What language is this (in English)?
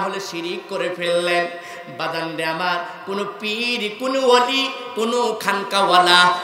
Bangla